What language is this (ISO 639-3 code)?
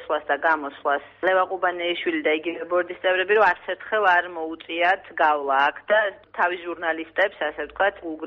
kat